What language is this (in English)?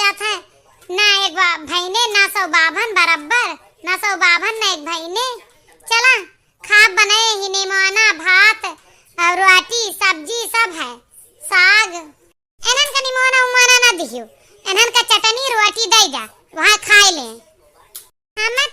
Awadhi